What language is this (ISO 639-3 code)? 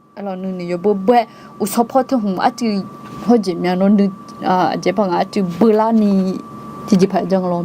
ahk